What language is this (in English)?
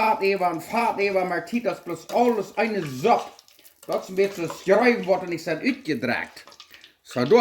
Plautdietsch